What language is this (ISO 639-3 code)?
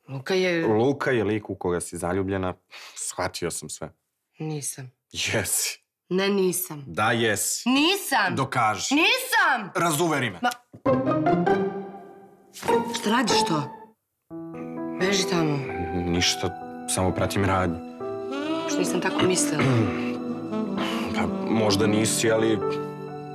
srp